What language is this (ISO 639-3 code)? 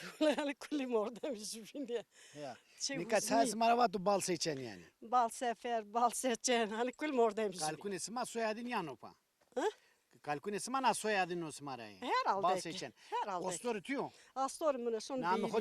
zza